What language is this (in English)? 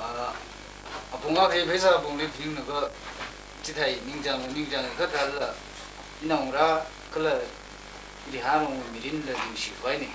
Tangkhul Naga (India)